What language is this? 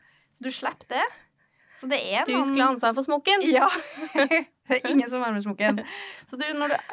Norwegian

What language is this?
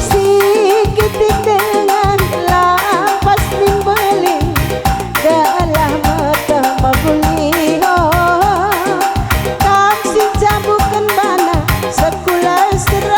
Batak Karo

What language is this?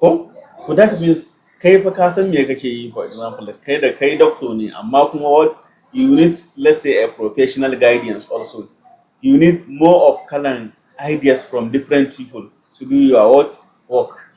Hausa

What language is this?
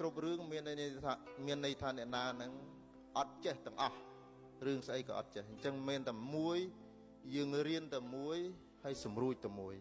Khmer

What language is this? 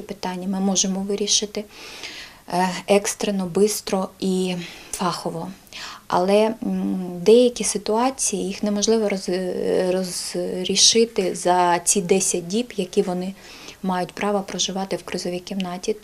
Ukrainian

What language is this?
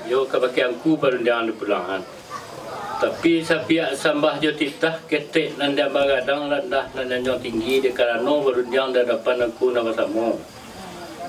Minangkabau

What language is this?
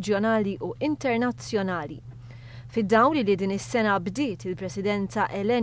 Maltese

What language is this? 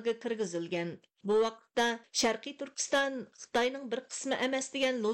Uyghur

